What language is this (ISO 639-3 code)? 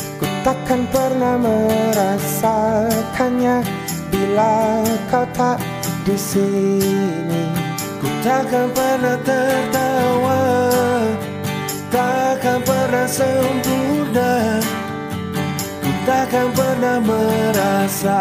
ind